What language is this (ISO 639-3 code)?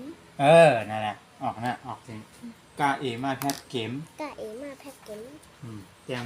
shn